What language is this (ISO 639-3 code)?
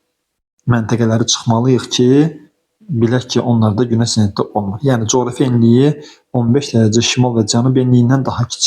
aze